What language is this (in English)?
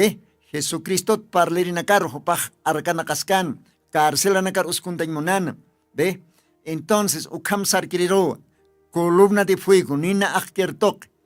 Aymara